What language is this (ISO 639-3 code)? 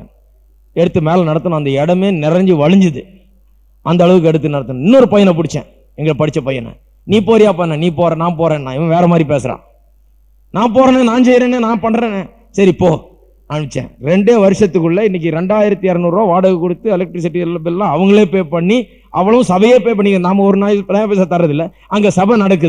tam